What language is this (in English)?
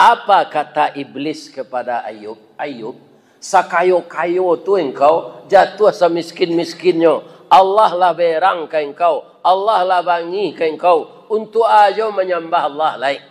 Minangkabau